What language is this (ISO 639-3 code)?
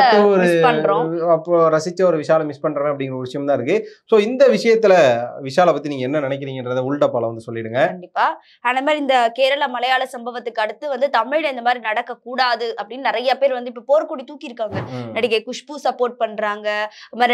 tam